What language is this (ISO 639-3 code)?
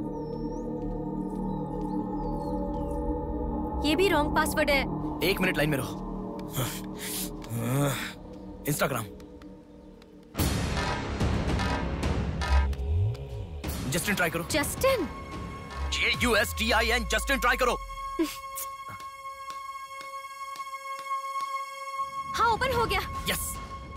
hin